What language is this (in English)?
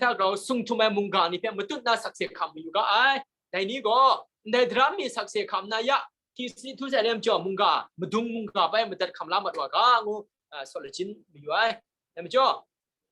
Kachin